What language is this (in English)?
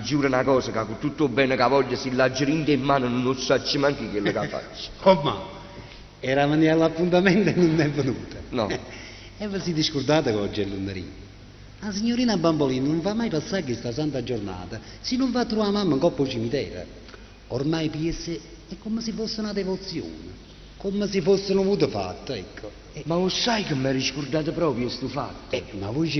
Neapolitan